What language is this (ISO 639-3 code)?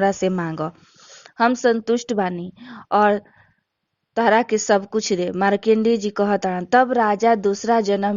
bho